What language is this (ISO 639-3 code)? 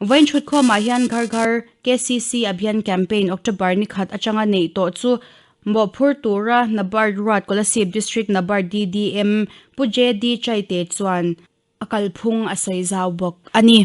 lus